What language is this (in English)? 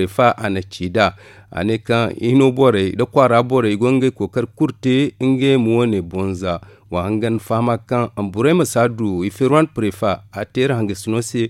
Zarma